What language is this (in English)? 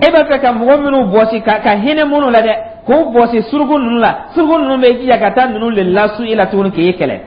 Dyula